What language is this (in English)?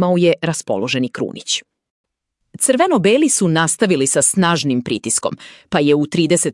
Serbian